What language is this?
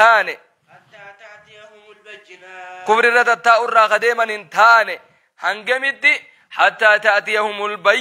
Oromo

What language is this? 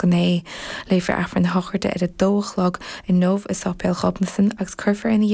Irish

